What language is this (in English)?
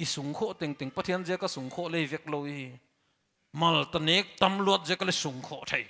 Paite Chin